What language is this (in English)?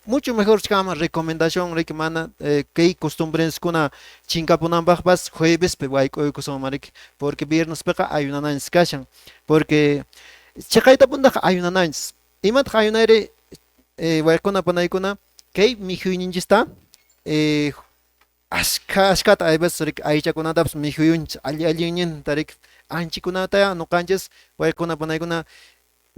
Quechua